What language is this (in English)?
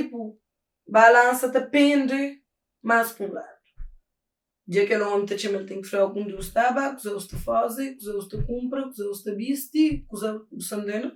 Kabuverdianu